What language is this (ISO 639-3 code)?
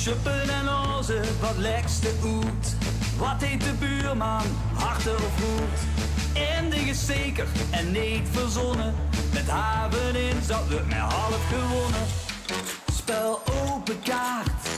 lim